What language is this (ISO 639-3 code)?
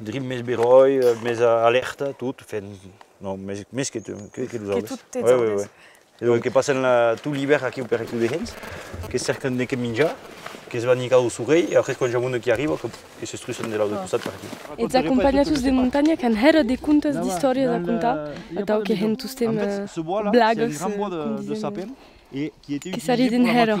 oci